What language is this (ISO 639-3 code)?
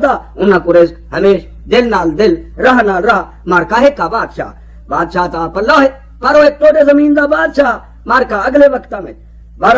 skr